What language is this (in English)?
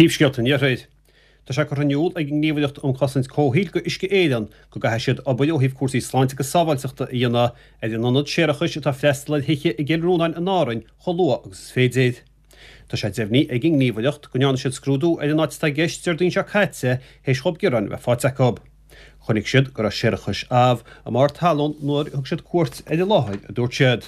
Irish